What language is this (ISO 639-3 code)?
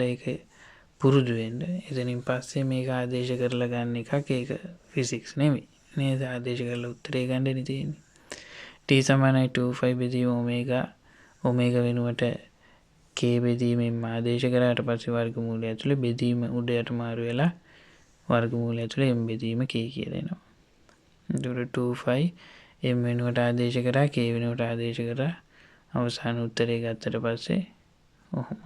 sin